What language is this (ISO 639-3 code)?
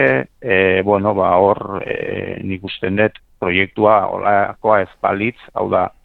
eus